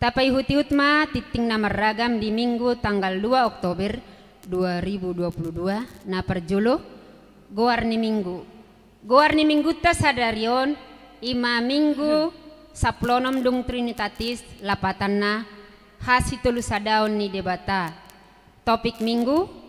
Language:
Batak Toba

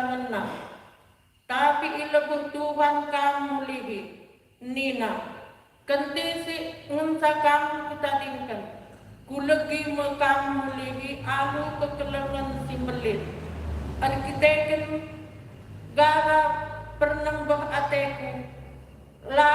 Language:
Batak Karo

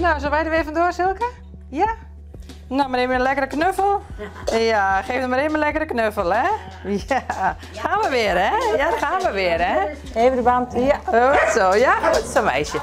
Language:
Western Frisian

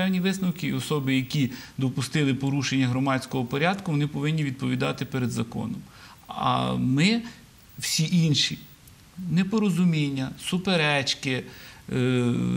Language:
Ukrainian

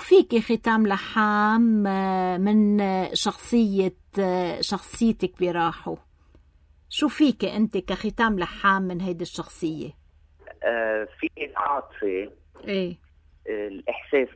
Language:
North Levantine Arabic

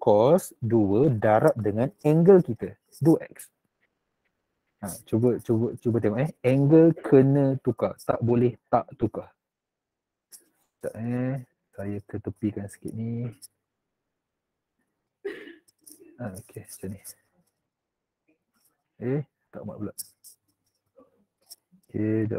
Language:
Malay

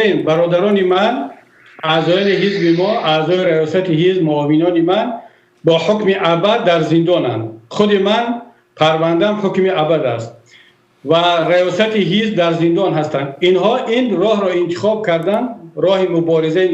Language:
Tajik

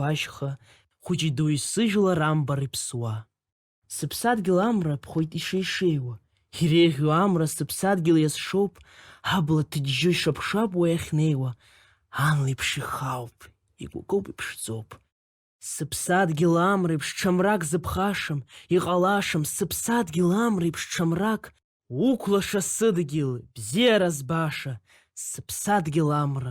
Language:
Abkhazian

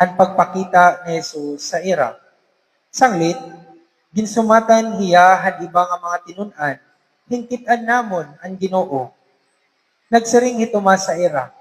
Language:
Waray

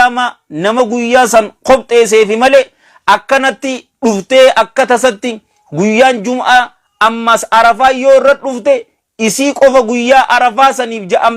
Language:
Oromo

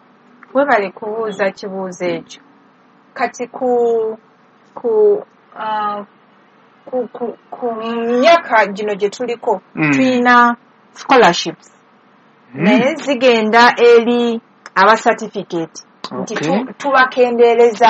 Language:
Ganda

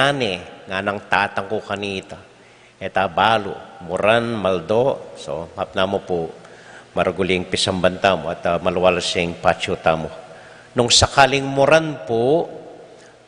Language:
Pampanga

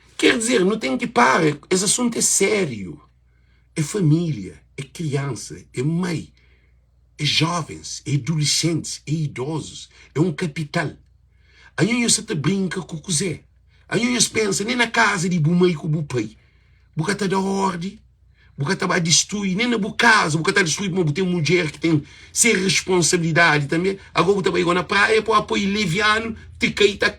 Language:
Kabuverdianu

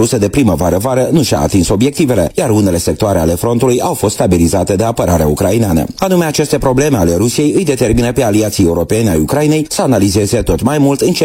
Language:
Romanian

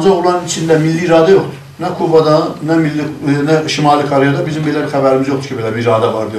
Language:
South Azerbaijani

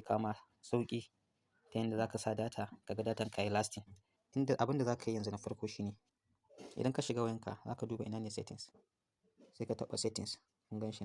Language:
Hausa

